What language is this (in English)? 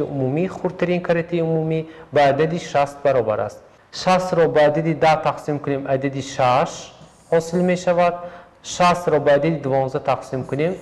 Tajik